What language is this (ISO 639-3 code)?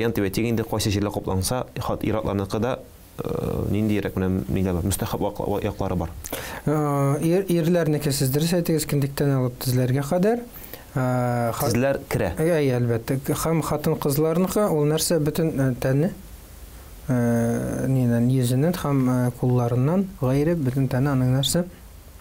tat